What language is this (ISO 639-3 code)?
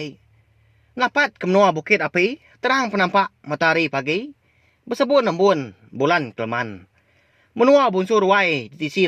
iba